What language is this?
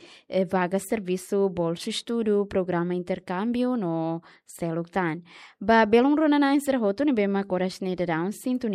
Tetum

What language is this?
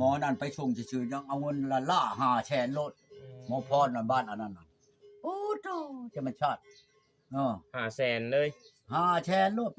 Northeastern Thai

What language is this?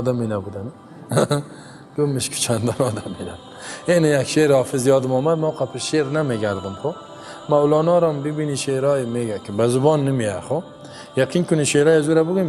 Persian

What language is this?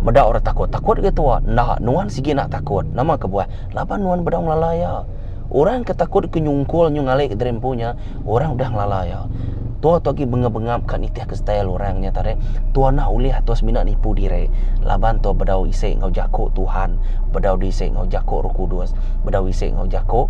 Iban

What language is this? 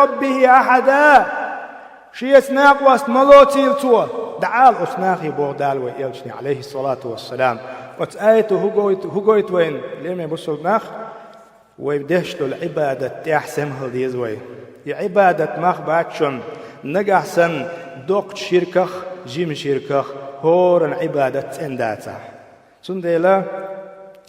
Chechen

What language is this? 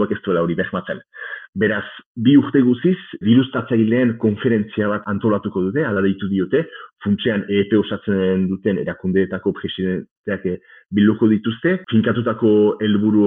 Basque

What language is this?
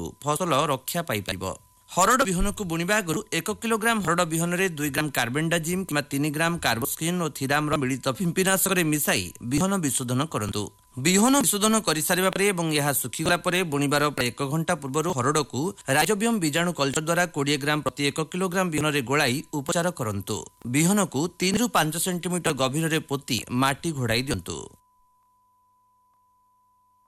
Odia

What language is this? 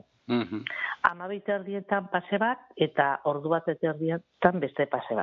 Basque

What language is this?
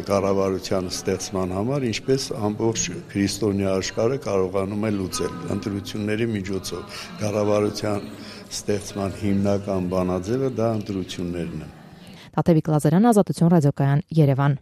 Armenian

